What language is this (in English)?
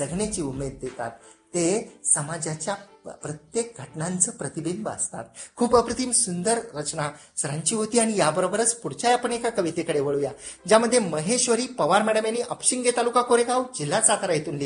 Marathi